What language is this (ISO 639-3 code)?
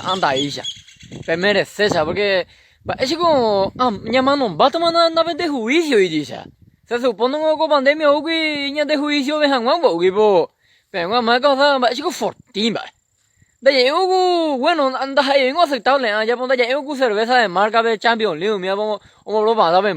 grn